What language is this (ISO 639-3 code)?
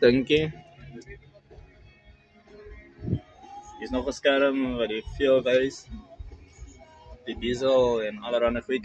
afr